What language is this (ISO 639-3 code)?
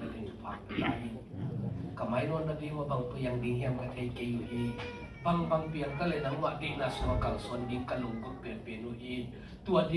ctd